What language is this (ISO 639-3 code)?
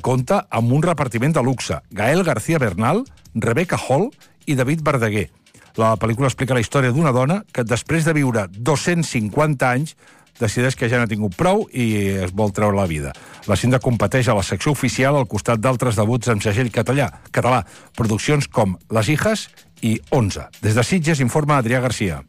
cat